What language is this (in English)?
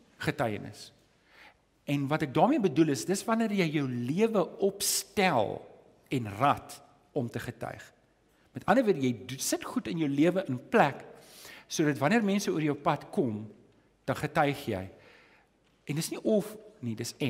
Afrikaans